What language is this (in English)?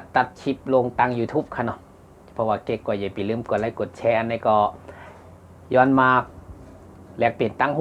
Shan